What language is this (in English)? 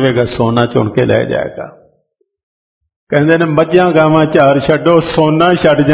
Punjabi